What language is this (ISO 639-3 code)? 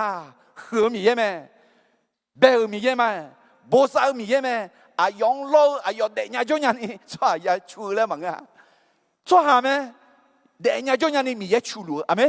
ahk